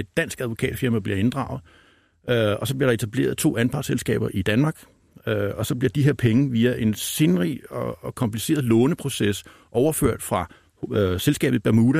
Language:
Danish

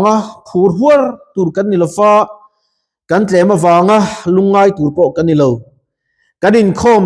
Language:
Mizo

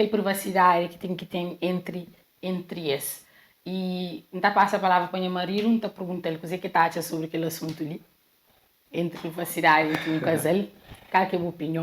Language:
Kabuverdianu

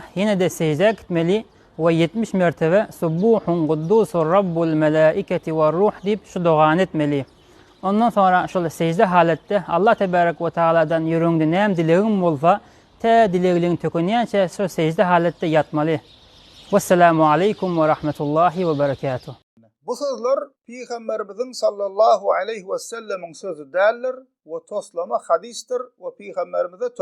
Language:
Turkmen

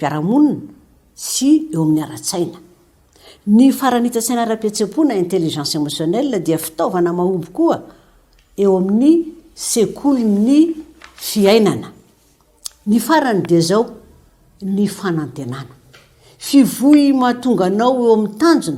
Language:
Malagasy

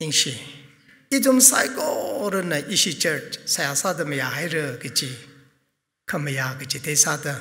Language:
Tangkhul Naga (India)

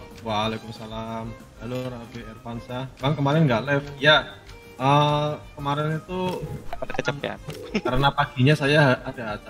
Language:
Indonesian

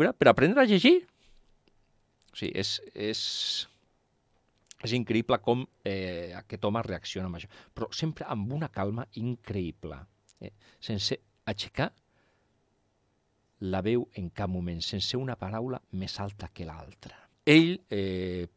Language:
Catalan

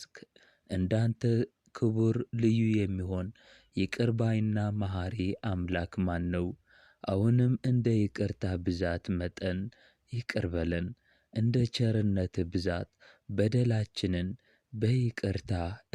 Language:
Amharic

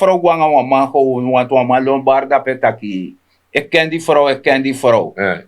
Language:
Sranan Tongo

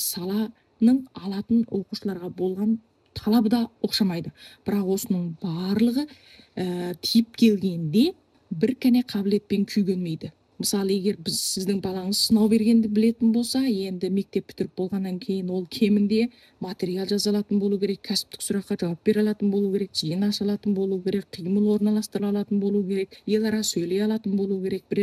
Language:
Kazakh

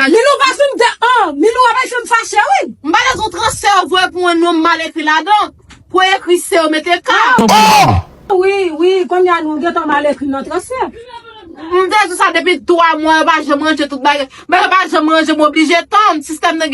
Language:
Haitian Creole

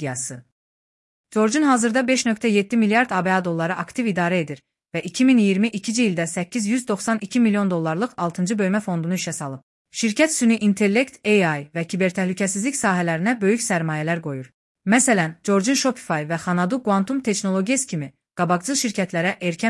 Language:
Azerbaijani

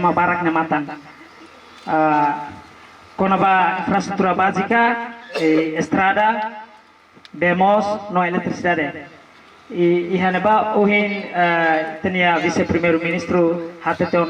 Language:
Tetum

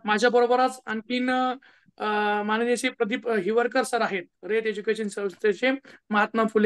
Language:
Marathi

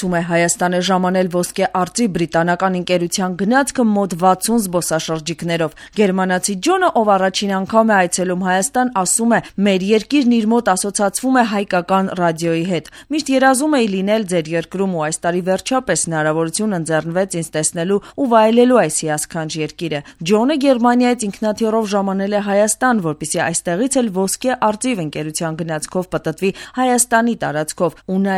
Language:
Armenian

